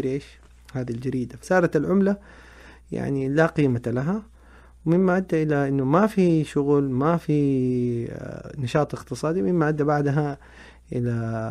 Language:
Najdi Arabic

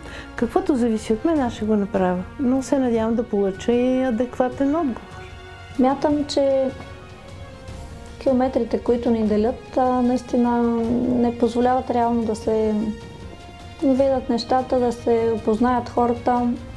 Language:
Bulgarian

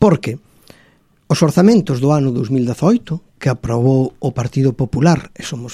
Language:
Galician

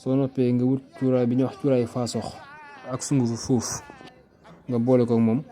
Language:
Wolof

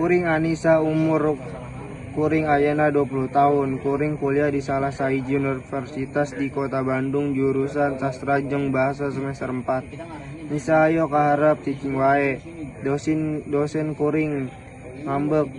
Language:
Sundanese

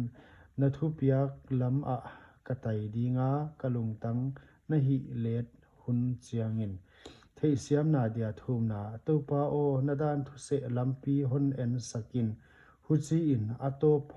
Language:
Paite Chin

